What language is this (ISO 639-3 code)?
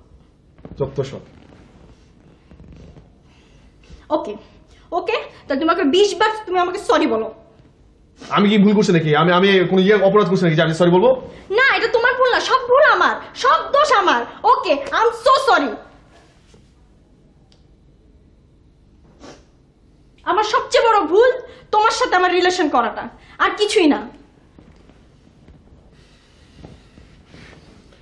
ben